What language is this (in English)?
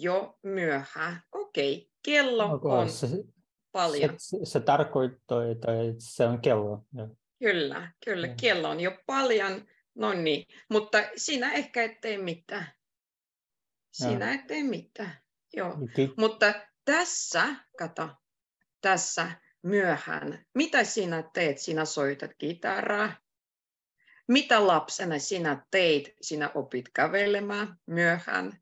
Finnish